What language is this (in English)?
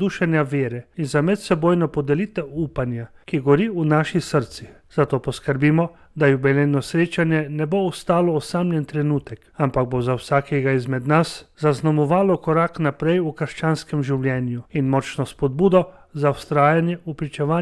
Slovenian